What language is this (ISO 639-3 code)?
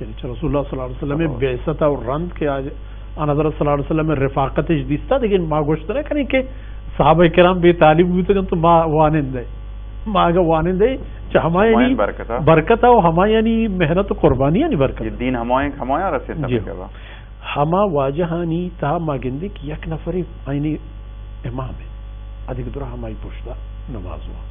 bal